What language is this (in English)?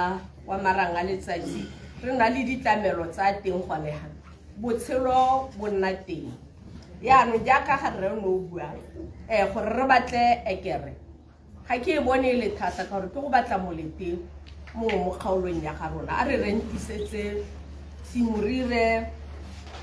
Tswana